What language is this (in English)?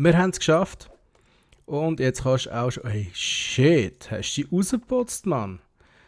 Swiss German